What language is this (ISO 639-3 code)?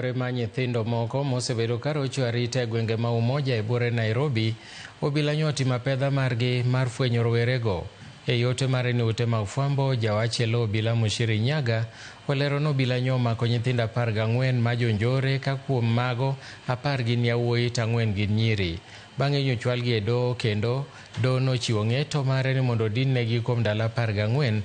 luo